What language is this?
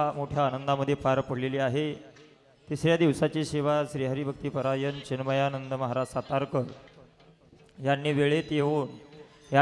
Marathi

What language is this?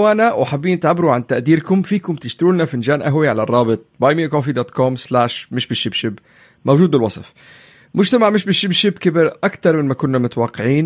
North Levantine Arabic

